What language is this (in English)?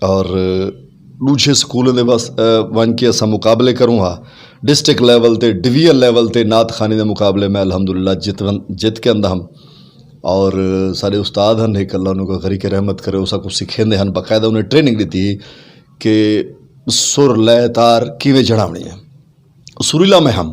Saraiki